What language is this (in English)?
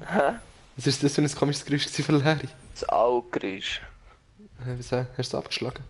Swiss German